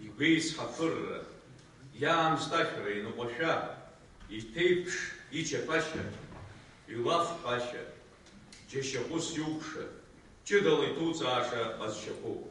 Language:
Abkhazian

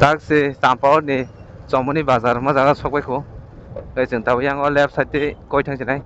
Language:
Kok Borok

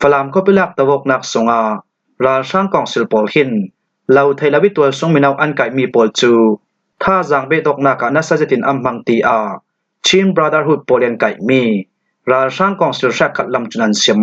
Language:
Falam Chin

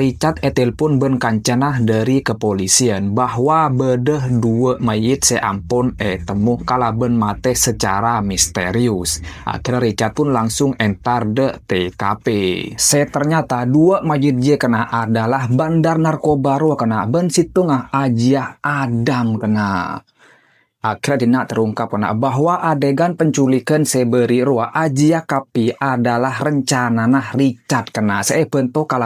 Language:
Madurese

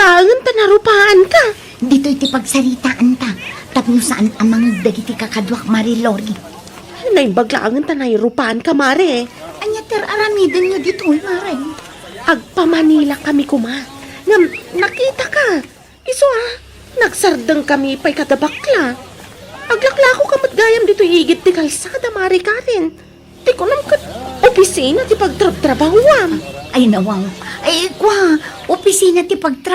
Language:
Iloko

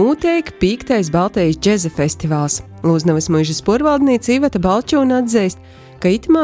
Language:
Latvian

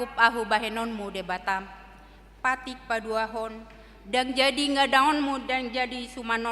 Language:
Batak Toba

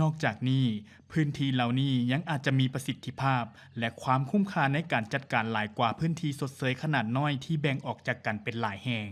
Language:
Lao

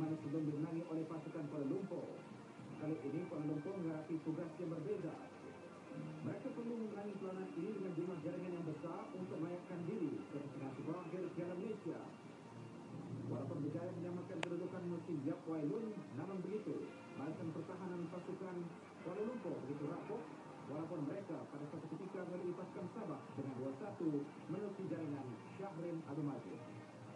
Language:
Malay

